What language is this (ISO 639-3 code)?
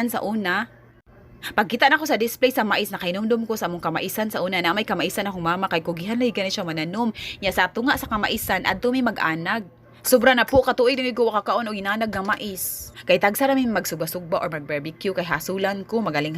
ceb